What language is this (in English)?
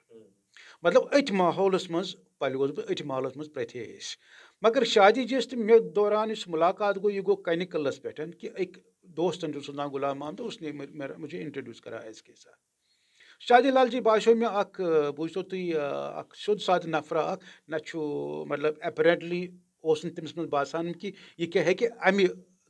Kashmiri